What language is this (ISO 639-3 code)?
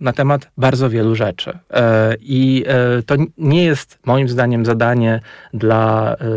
pol